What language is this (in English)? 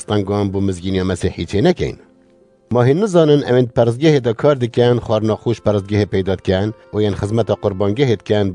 Kurdish